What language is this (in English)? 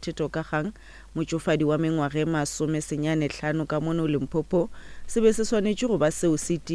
Northern Sotho